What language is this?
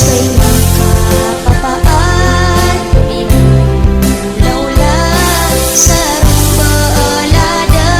Maranao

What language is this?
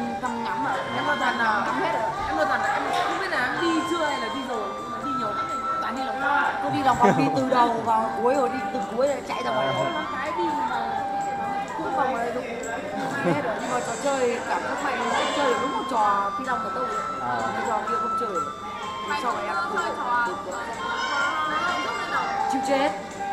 Vietnamese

